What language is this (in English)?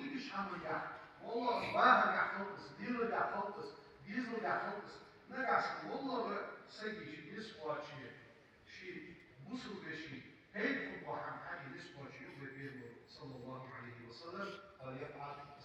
Ingush